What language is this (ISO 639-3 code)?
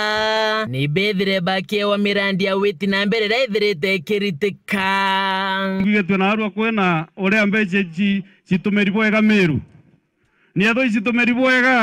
mer